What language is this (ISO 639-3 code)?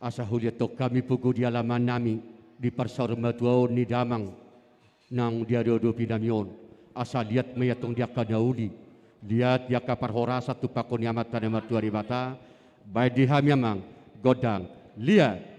bbc